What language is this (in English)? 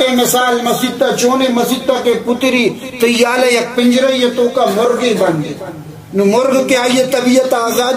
Baluchi